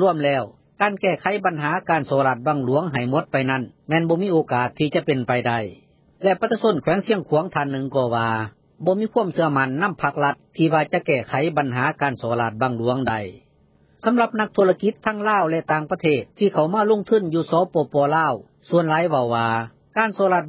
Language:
Lao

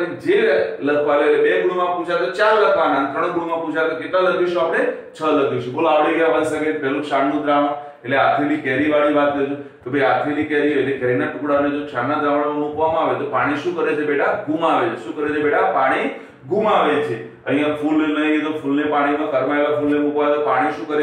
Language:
Gujarati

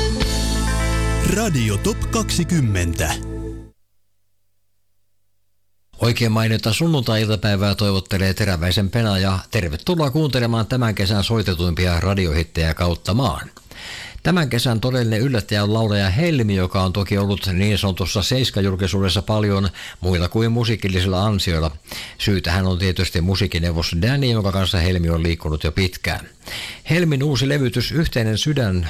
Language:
Finnish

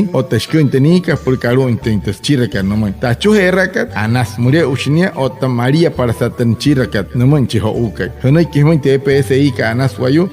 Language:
Wayuu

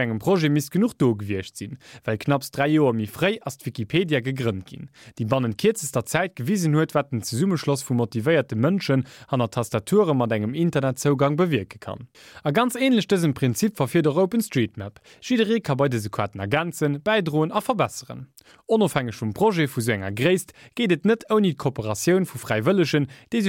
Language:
Luxembourgish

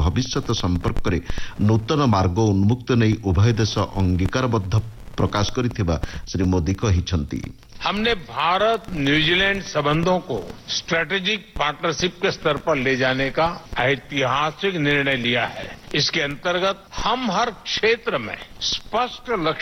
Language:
Odia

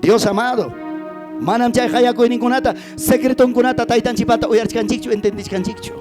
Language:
Ayacucho Quechua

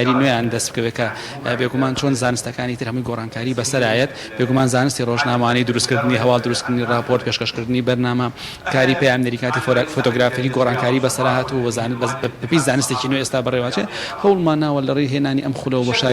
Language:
Central Kurdish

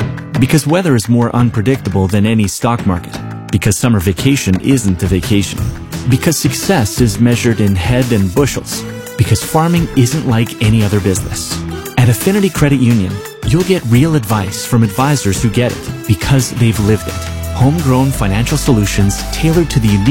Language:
English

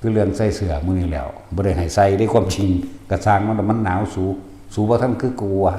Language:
Northeastern Thai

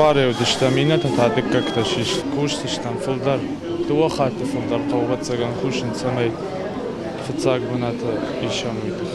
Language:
Ossetic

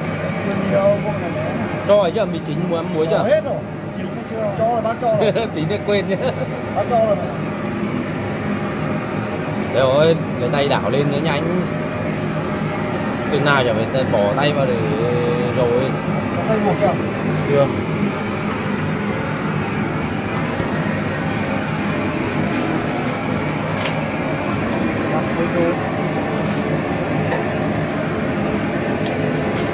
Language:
Vietnamese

